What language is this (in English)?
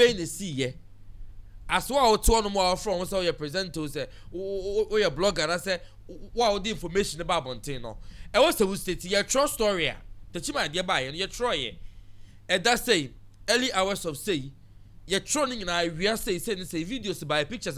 Akan